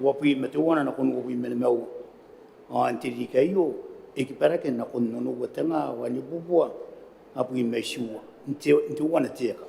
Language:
Gilbertese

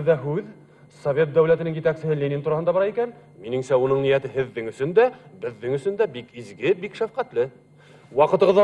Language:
Bashkir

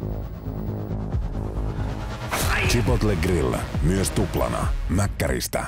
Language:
Finnish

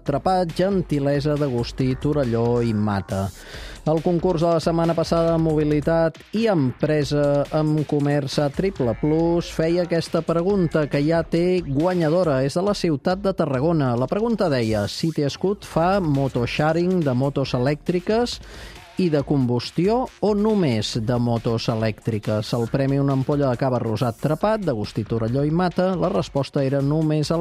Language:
Catalan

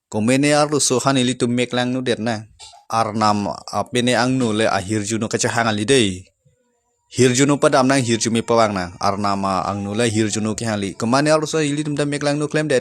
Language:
Karbi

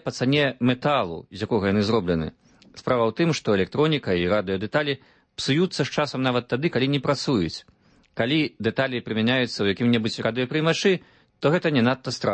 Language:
Belarusian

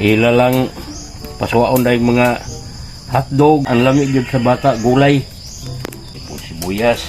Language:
Cebuano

